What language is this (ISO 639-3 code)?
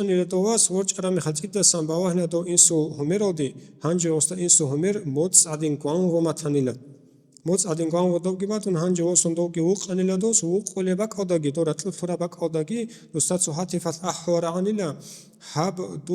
ava